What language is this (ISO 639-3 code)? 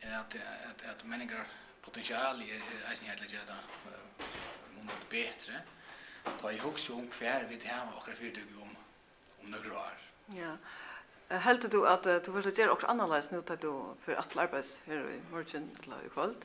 fao